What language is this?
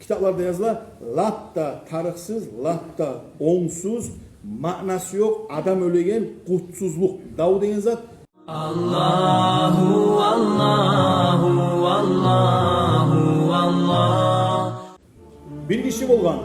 Kumyk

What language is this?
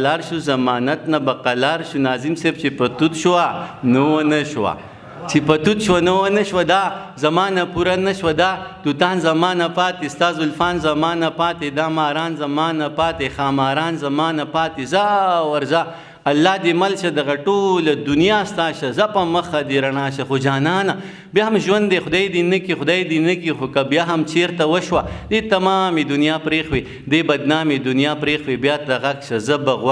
Pashto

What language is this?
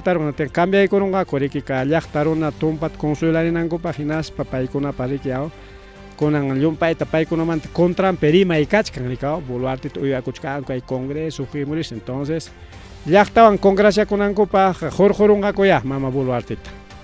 Ayacucho Quechua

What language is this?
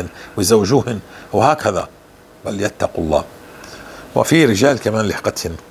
North Levantine Arabic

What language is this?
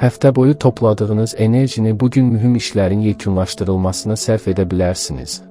Azerbaijani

